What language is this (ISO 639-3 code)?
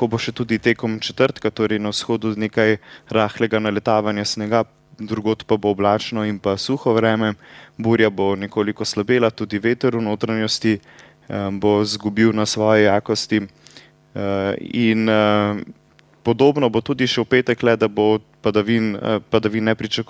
slv